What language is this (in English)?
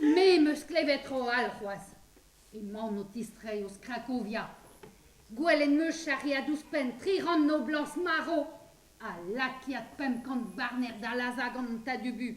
Breton